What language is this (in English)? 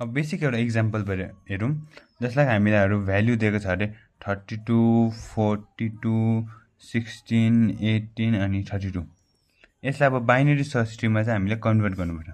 Nepali